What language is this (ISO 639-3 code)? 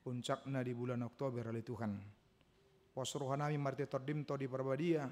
bbc